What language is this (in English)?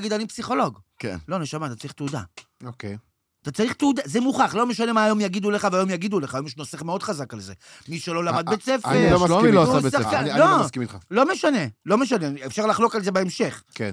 Hebrew